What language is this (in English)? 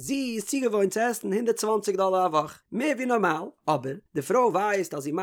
Yiddish